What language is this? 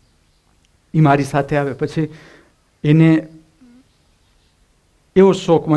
Gujarati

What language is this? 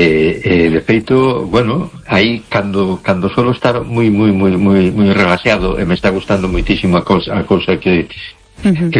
Galician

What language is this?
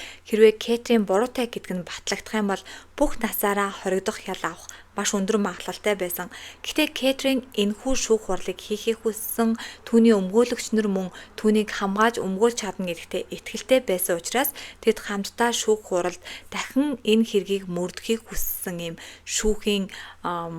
Mongolian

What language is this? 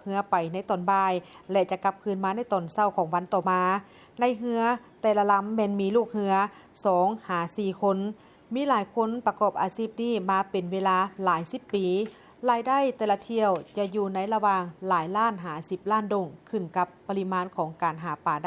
Lao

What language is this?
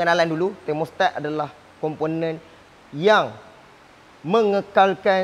Malay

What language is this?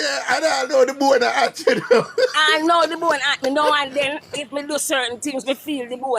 Jamaican Creole English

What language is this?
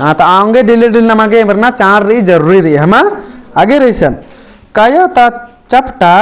Kurukh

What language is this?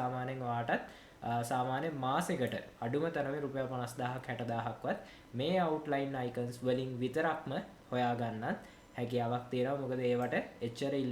Sinhala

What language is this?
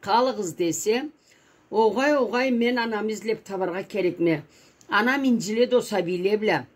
Karachay-Balkar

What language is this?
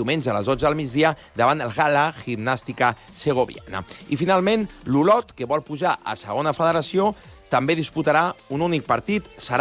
Catalan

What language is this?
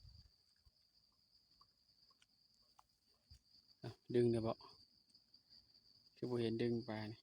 Lao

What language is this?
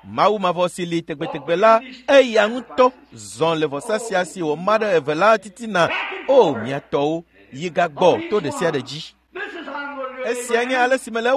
Ewe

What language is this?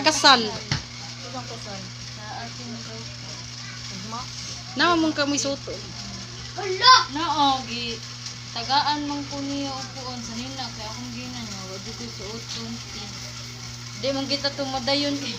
Cebuano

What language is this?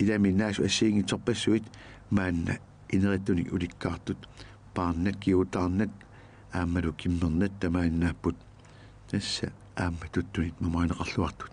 Kalaallisut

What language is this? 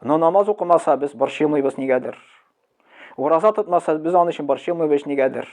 Tatar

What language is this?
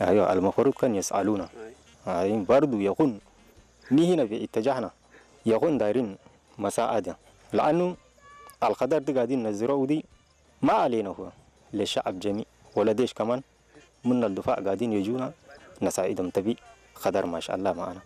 Tigrinya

